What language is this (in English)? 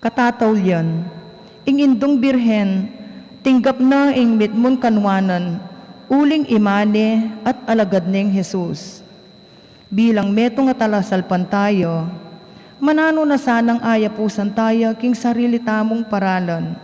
Pampanga